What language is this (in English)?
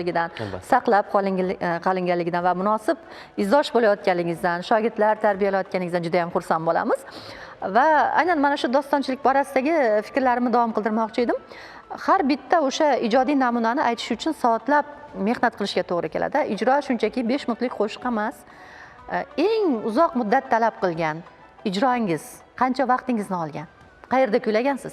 Uzbek